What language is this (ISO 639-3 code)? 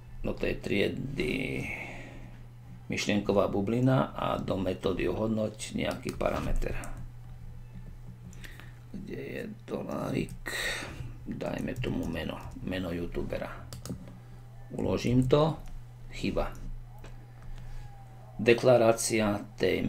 slk